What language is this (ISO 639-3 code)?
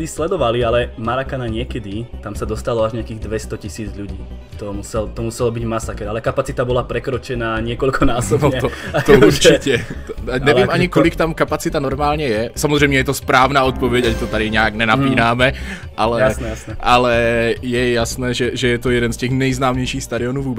ces